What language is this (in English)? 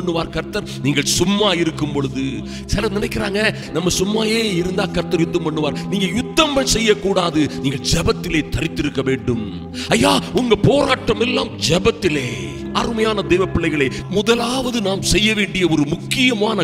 Tamil